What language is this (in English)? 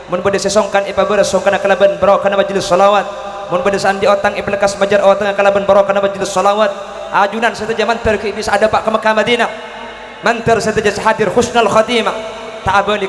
Madurese